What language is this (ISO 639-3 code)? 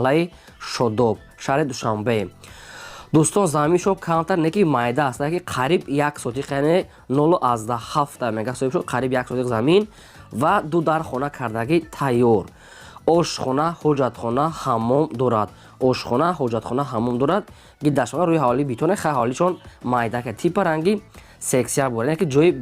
tgk